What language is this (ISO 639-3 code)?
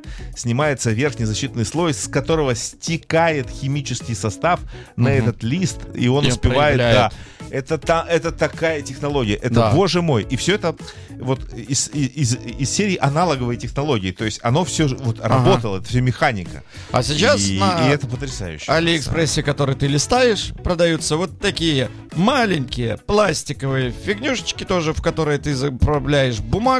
rus